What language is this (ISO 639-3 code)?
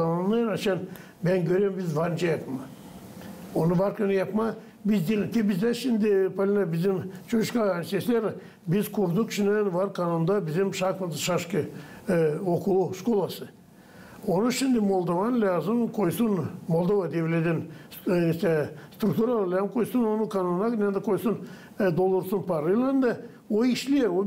gag